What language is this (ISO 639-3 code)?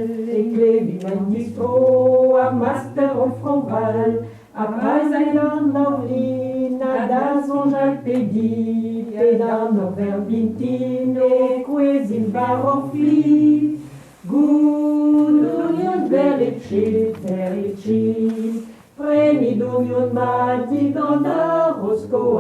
bre